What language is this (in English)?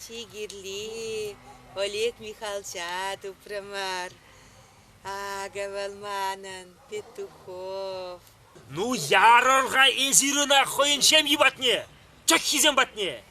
Chuvash